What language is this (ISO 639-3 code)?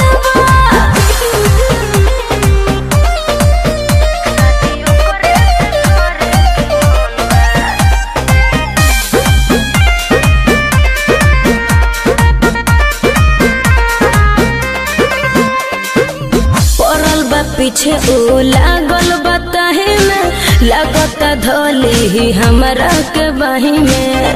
bho